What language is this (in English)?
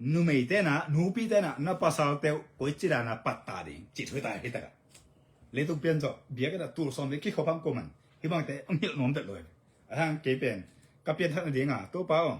Tedim Chin